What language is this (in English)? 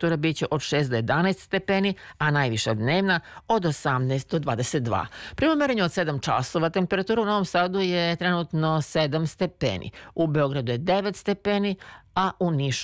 Serbian